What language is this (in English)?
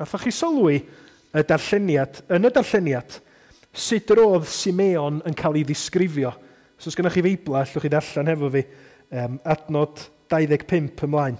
Welsh